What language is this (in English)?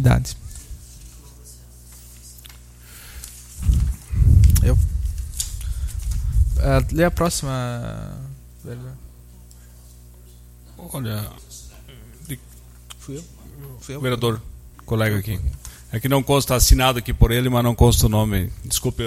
Portuguese